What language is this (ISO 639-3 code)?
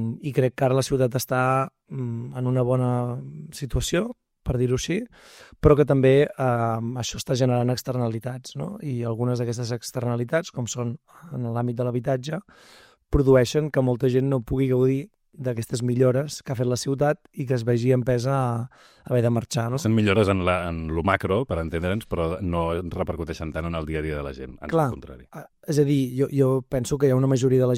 cat